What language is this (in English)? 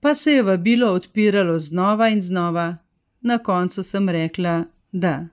Slovenian